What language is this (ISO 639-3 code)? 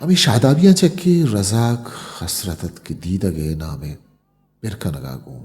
bgp